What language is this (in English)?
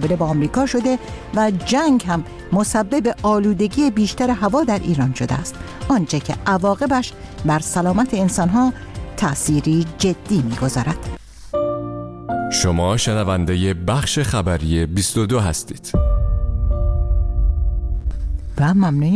Persian